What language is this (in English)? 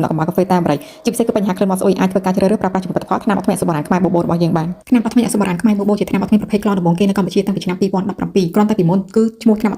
Khmer